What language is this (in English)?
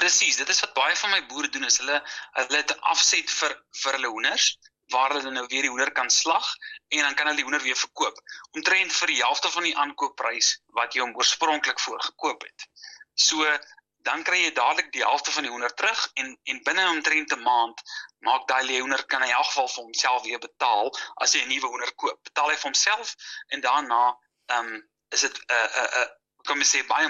Afrikaans